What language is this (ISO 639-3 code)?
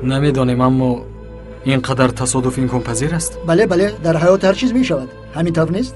tgk